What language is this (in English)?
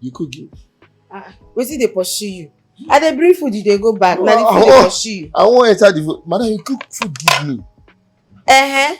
Nigerian Pidgin